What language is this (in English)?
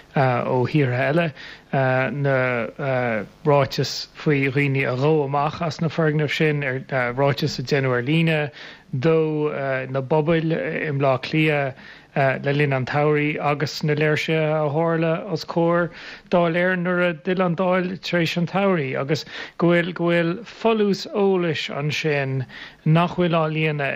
Irish